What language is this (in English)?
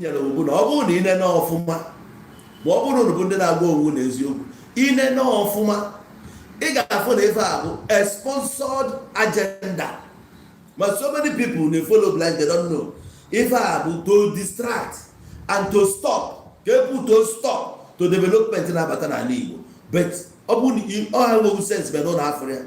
Igbo